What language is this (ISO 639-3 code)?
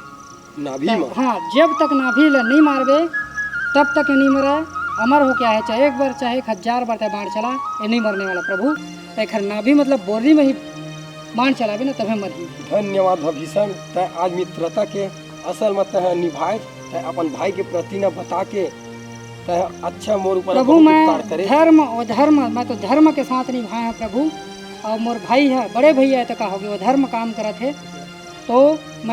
hne